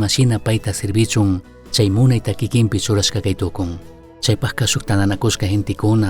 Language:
Chimborazo Highland Quichua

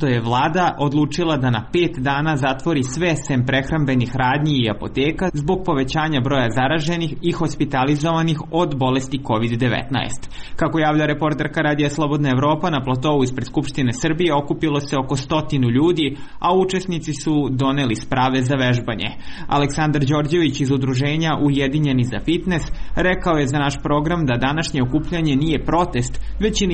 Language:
Serbian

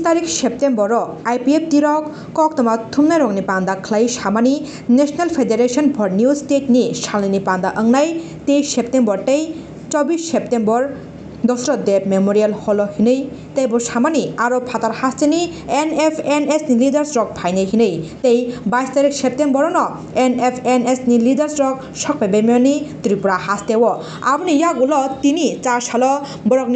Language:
Kok Borok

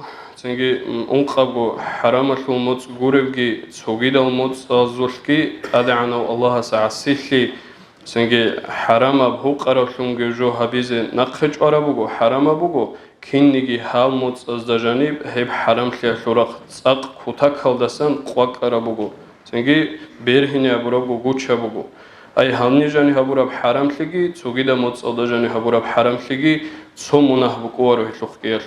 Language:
Avaric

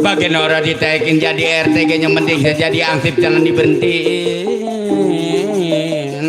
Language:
Betawi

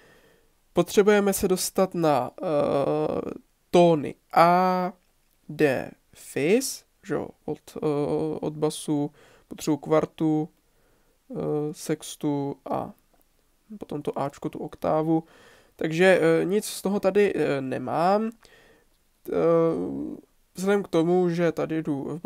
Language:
Czech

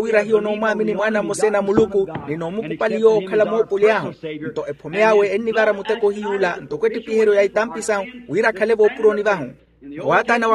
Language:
Makhuwa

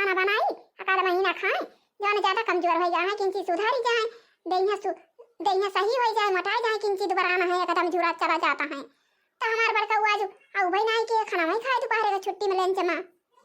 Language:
Awadhi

